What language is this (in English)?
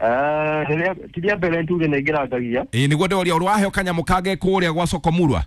Kikuyu